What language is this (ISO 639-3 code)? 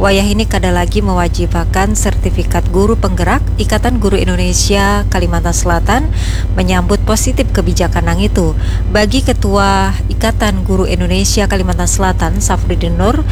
bjn